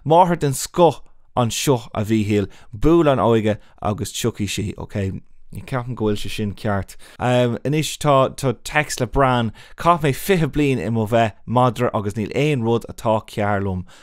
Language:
Irish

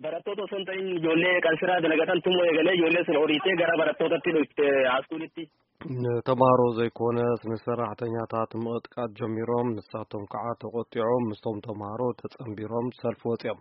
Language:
Tigrinya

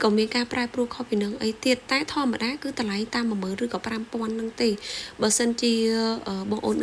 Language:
Khmer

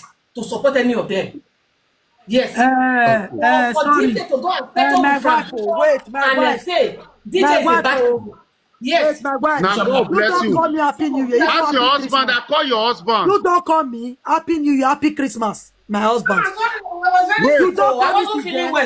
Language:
Nigerian Pidgin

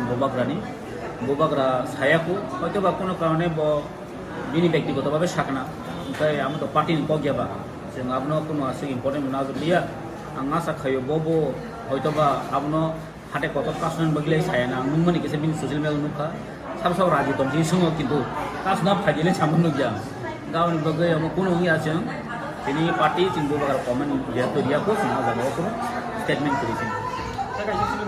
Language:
Kok Borok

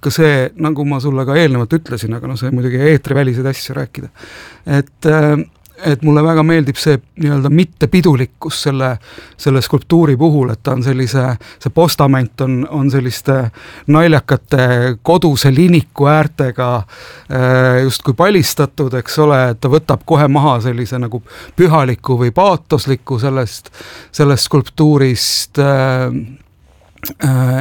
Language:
Estonian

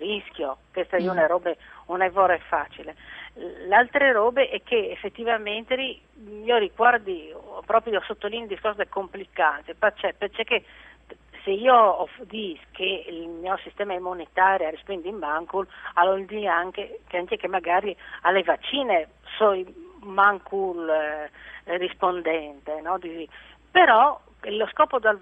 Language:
Friulian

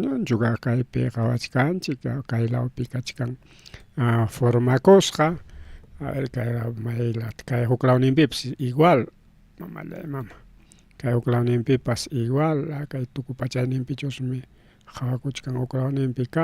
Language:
Ayacucho Quechua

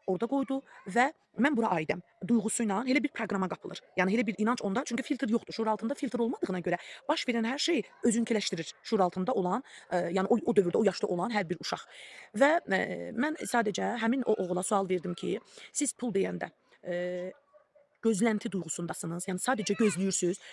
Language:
Azerbaijani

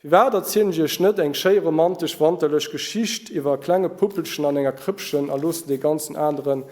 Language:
Luxembourgish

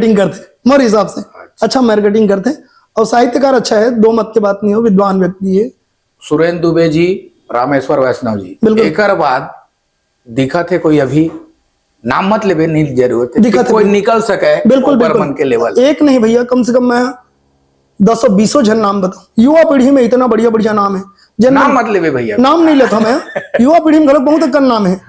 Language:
Chhattisgarhi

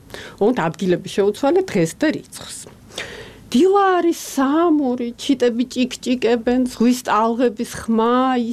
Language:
Georgian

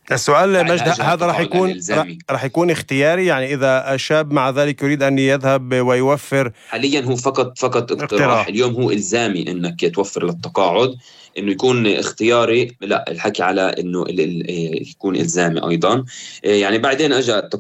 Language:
North Levantine Arabic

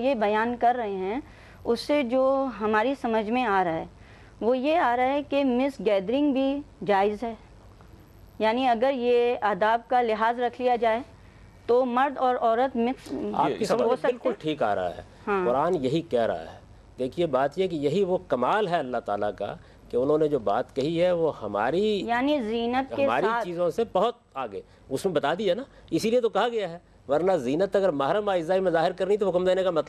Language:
Urdu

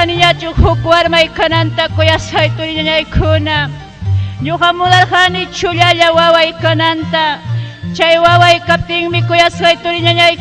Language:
Ayacucho Quechua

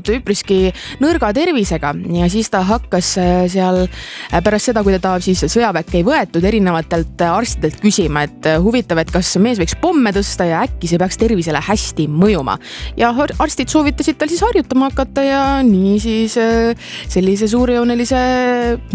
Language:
Estonian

